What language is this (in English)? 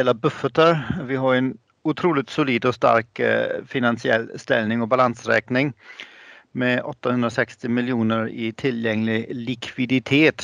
Swedish